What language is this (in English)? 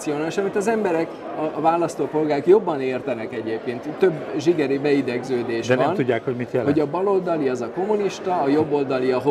Hungarian